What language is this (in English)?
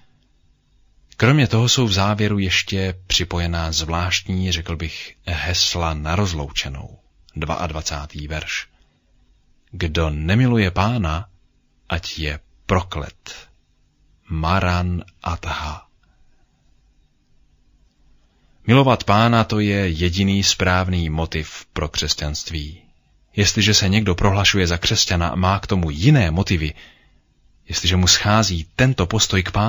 Czech